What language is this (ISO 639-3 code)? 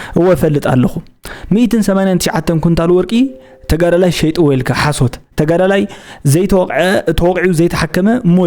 tir